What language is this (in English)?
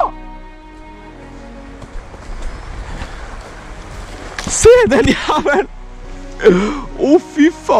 Norwegian